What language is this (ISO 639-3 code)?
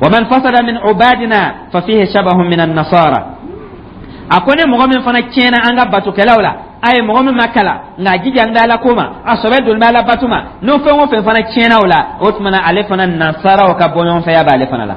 dyu